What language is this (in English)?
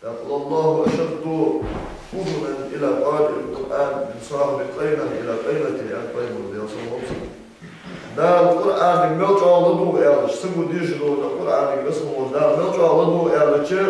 Ingush